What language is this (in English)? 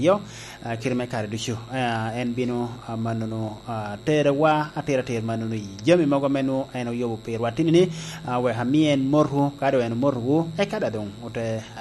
Lango (Uganda)